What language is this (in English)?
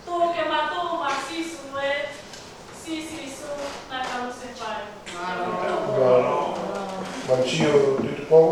Tongan